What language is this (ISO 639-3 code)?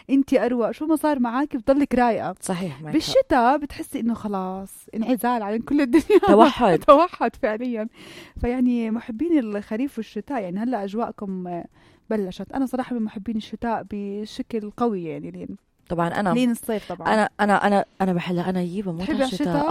apc